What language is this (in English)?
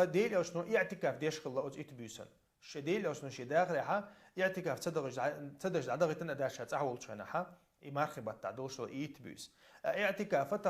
Chechen